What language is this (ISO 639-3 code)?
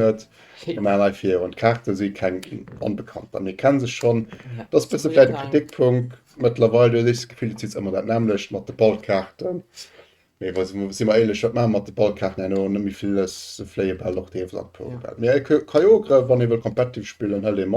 ltz